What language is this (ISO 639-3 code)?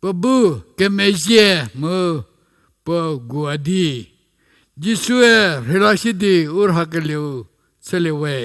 njm